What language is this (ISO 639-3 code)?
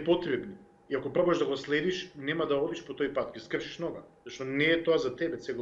mkd